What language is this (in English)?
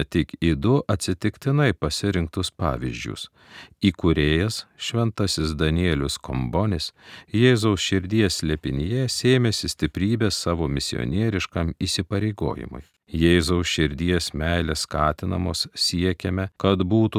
Lithuanian